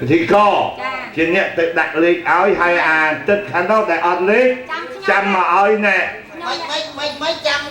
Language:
Khmer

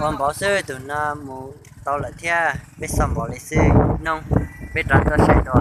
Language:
Hmong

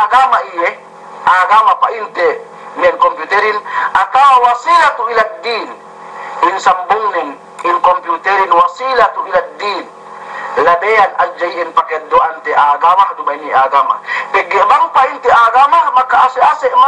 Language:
Yakan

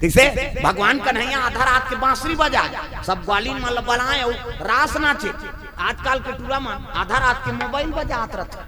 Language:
Chhattisgarhi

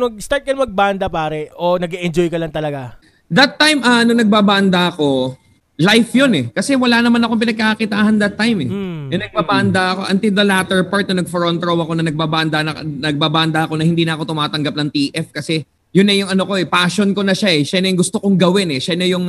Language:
Filipino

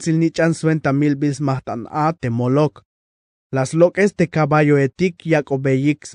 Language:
Tzeltal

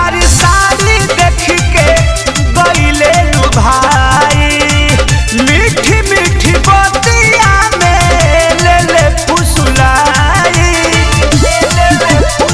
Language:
Bhojpuri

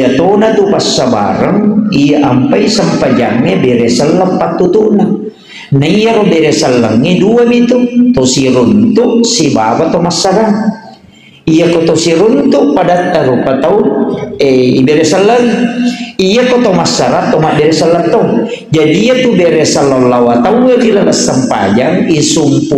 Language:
Buginese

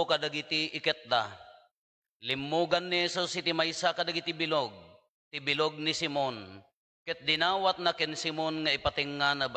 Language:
Iloko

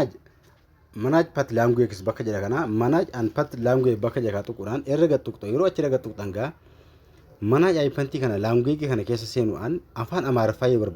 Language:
Oromo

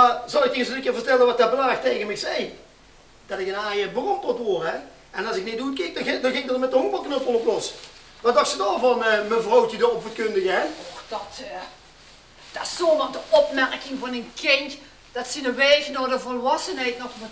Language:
Limburgish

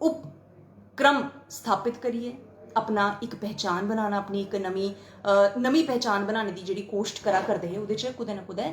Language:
Dogri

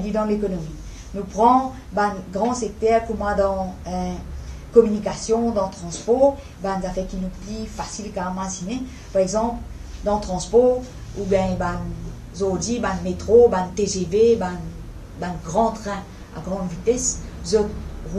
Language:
Morisyen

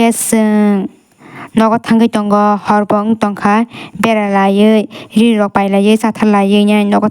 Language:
Kok Borok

